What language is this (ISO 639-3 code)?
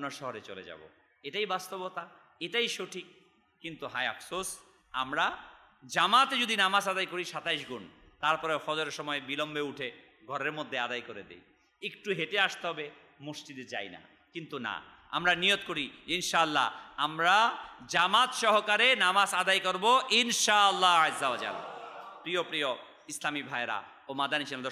ben